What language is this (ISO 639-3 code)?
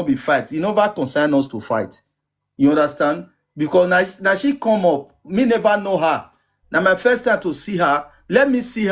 pcm